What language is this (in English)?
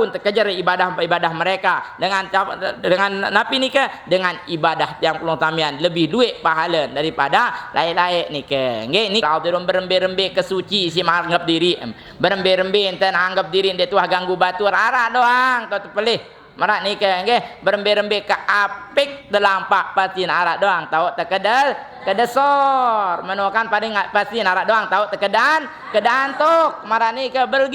Sasak